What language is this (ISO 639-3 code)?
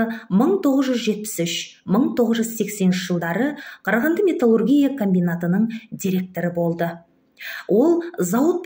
kaz